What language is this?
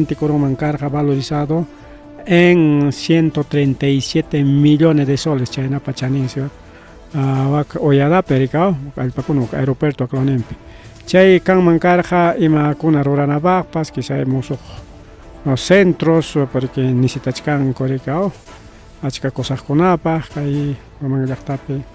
Ayacucho Quechua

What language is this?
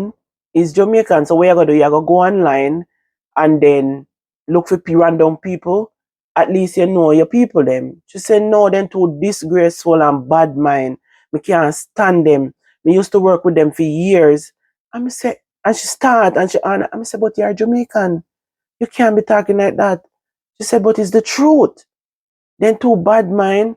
Jamaican Creole English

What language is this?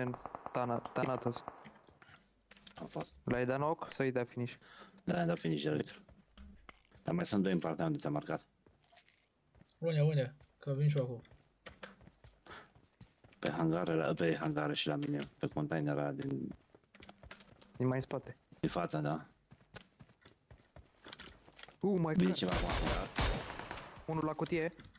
Romanian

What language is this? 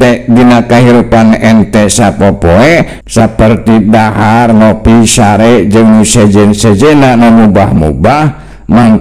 Sundanese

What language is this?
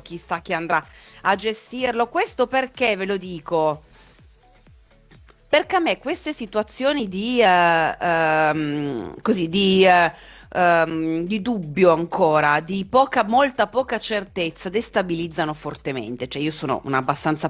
Italian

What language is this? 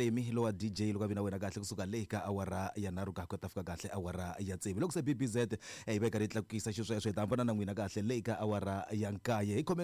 Tsonga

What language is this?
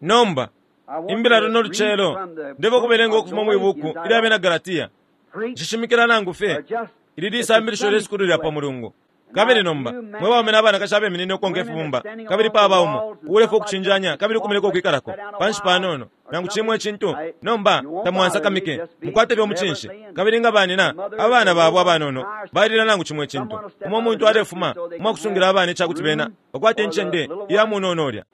Bemba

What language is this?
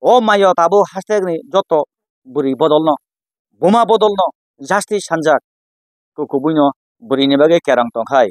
Kok Borok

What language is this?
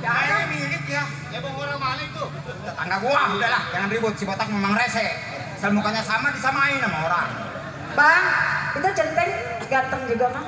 Betawi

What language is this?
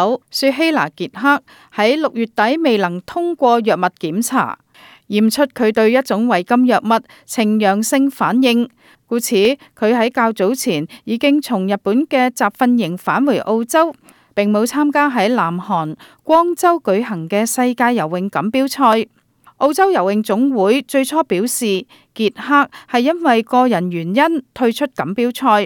Cantonese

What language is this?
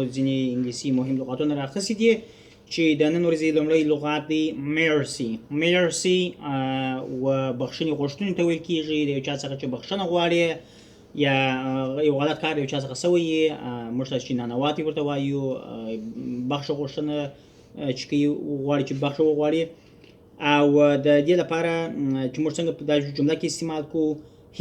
Pashto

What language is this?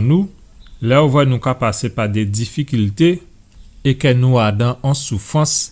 Guadeloupean Creole French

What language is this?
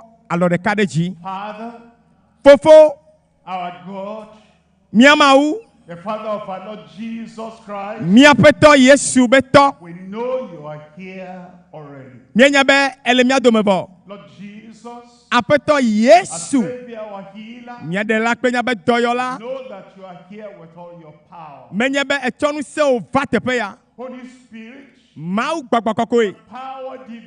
Ewe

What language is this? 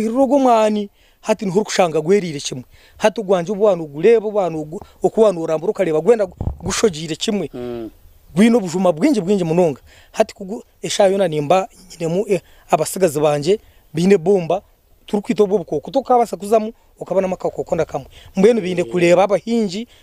Nyankole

